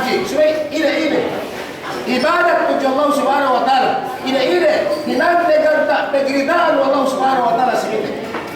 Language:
Yakan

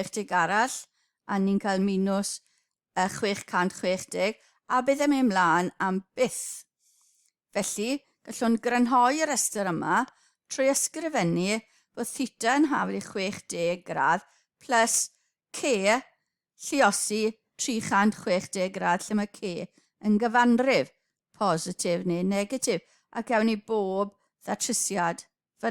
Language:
Welsh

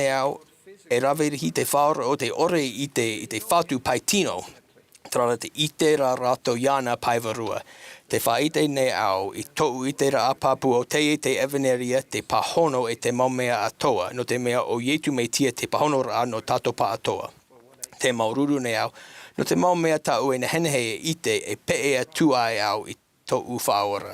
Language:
Tahitian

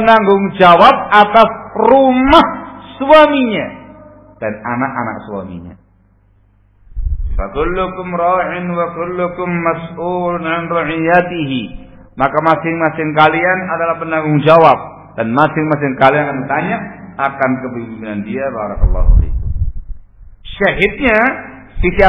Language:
Indonesian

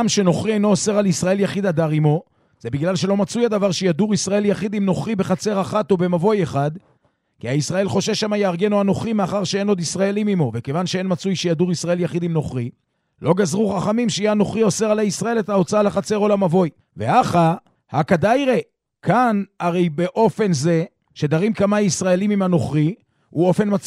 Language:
Hebrew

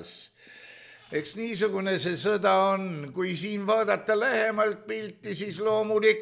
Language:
Estonian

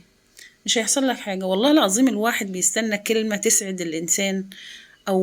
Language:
Egyptian Arabic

